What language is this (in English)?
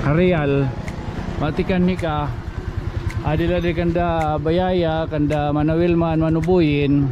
Waray